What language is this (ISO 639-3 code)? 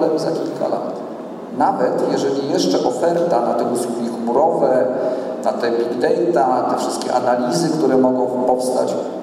pol